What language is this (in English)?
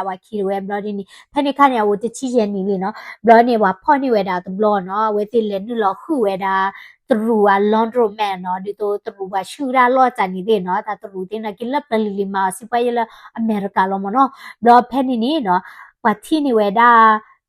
S'gaw Karen